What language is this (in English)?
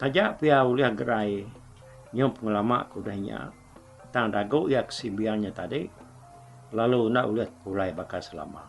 Iban